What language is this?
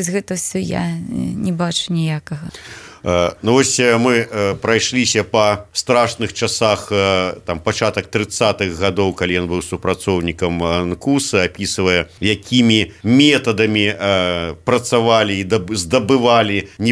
Belarusian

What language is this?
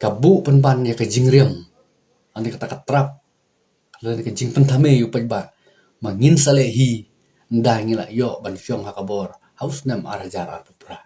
Khasi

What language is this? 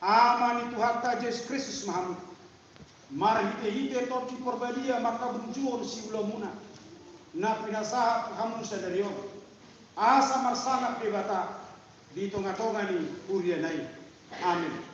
Batak Toba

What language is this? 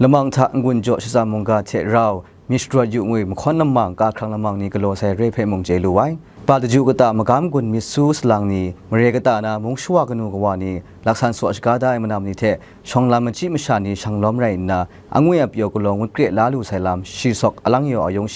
Kachin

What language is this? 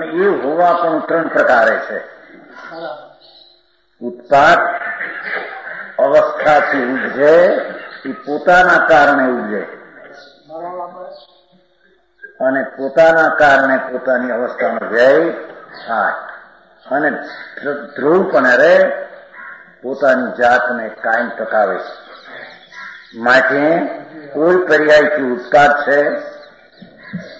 Gujarati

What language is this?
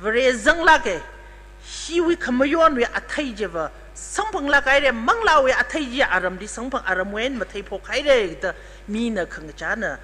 Tangkhul Naga (India)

